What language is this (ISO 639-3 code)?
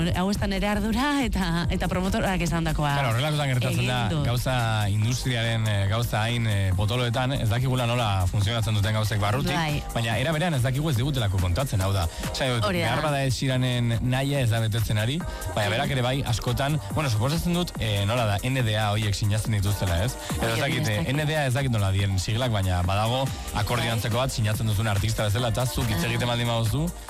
eus